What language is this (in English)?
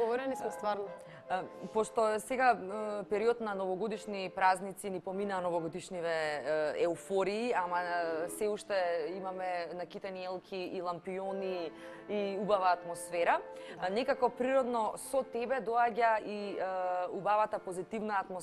Macedonian